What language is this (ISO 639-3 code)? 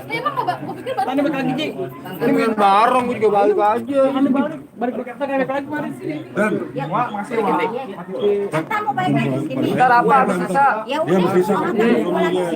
bew